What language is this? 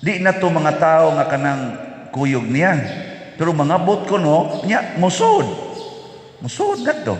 Cebuano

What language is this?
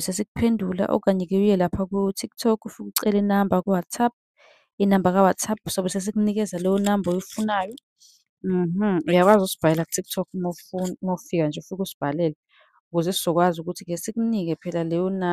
Zulu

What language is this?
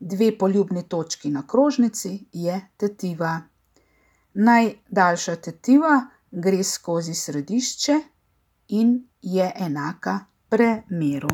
Slovenian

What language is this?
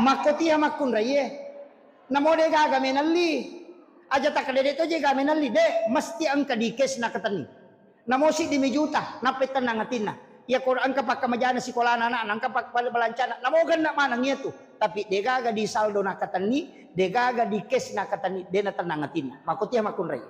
Buginese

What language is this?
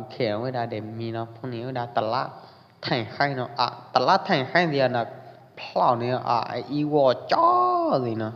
Pwo Eastern Karen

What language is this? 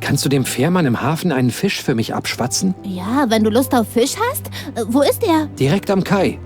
Bavarian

